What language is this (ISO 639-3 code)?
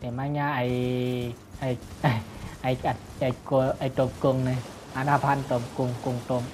shn